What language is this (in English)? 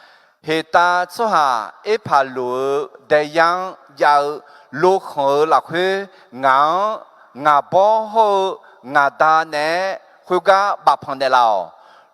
Akha